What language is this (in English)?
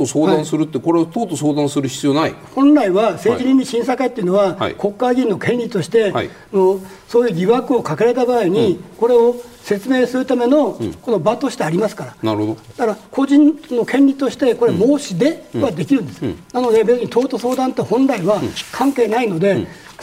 Japanese